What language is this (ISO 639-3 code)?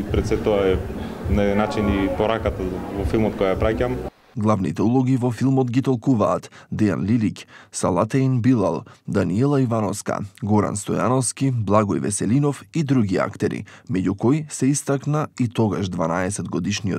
mkd